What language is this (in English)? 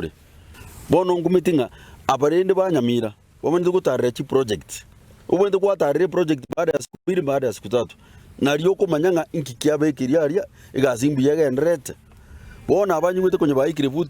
Gusii